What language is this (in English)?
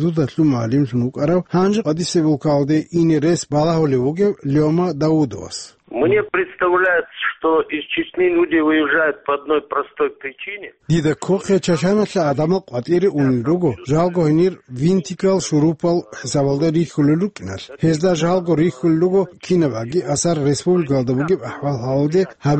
Avaric